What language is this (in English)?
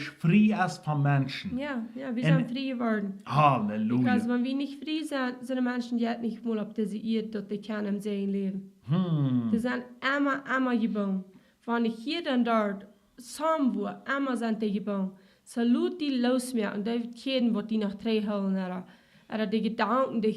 Plautdietsch